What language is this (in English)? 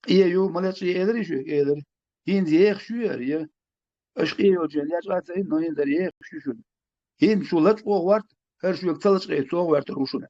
Chechen